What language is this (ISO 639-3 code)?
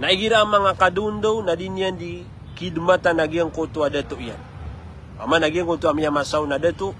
mrw